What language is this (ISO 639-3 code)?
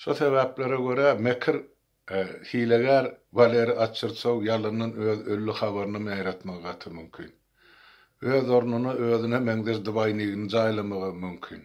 tuk